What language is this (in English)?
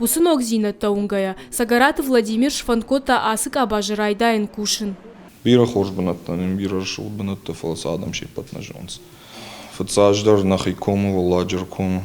Ossetic